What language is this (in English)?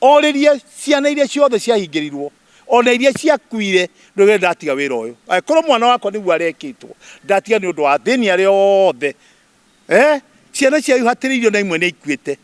Kikuyu